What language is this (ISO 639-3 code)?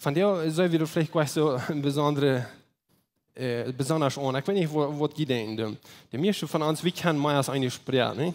pdt